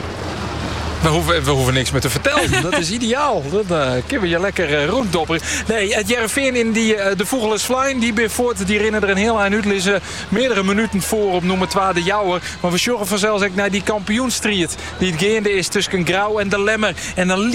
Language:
Dutch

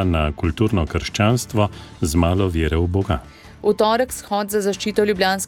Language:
Slovenian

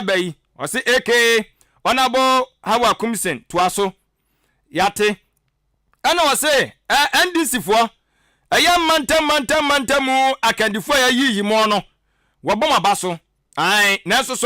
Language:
Akan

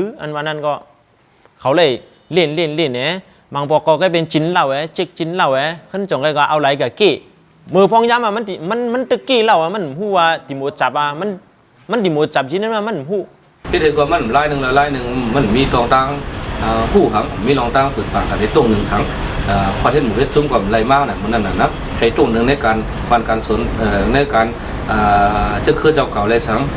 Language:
Shan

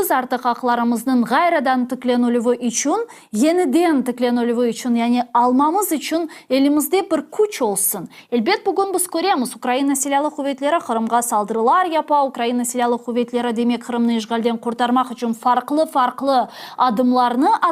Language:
Crimean Tatar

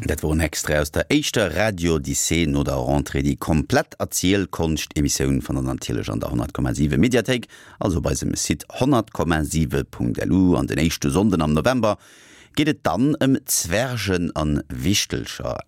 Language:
Luxembourgish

